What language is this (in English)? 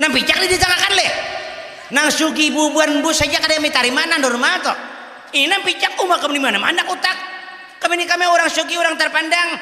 Banjar